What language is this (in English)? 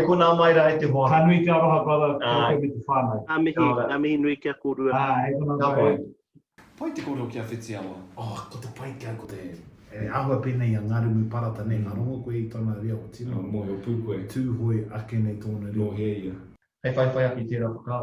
Māori